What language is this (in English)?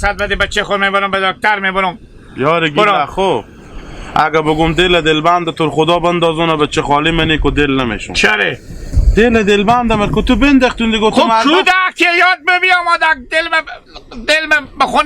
Hazaragi